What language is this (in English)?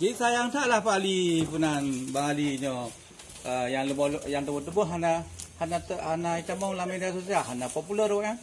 Achinese